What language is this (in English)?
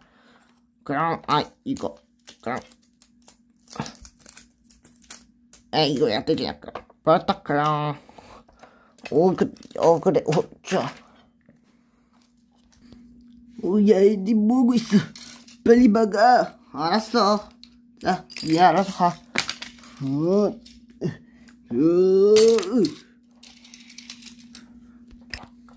Korean